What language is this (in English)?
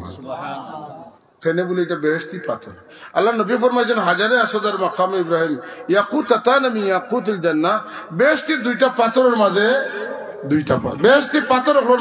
Sylheti